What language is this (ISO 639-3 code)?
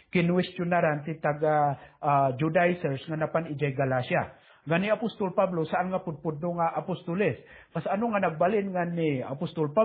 ilo